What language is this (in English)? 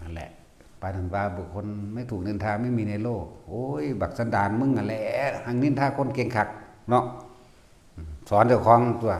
Northeastern Thai